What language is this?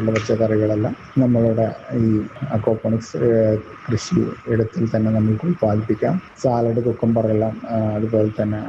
Malayalam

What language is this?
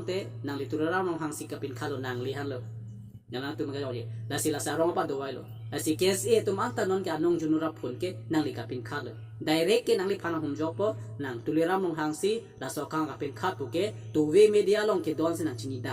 Karbi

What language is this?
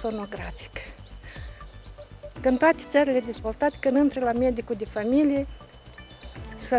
Romanian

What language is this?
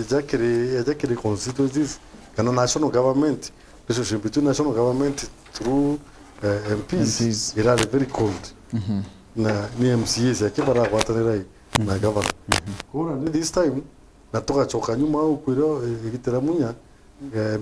Meru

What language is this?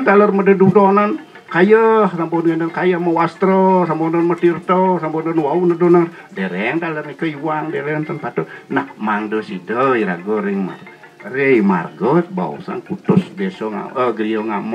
Balinese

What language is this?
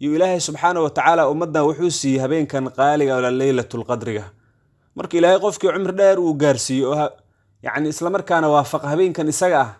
Somali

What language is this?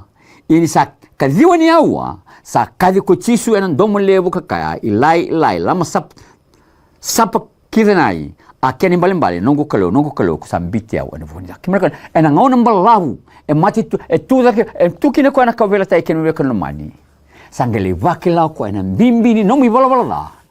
Fijian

